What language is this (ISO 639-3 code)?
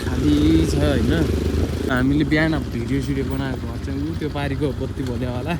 nep